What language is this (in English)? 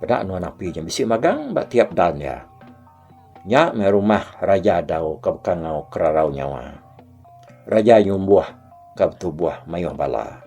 Iban